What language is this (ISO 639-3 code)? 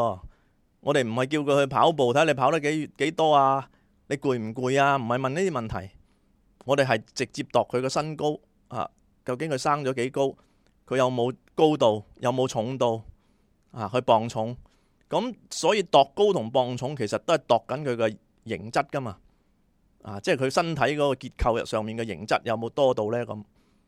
yue